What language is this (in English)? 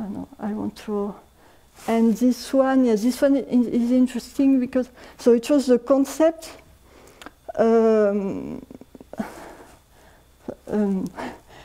English